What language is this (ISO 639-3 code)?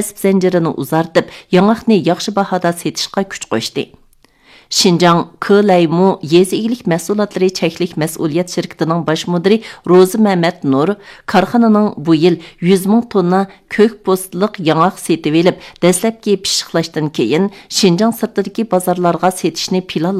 uig